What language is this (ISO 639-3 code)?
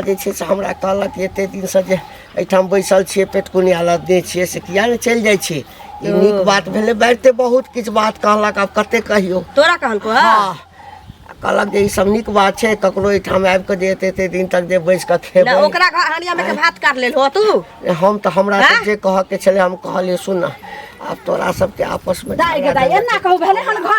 mai